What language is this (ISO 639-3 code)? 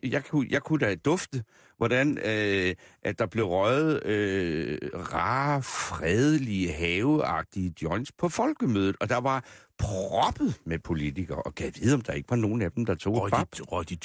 dan